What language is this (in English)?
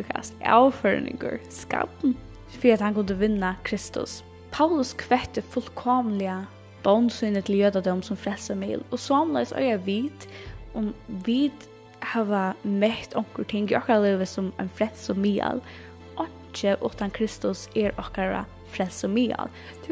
Faroese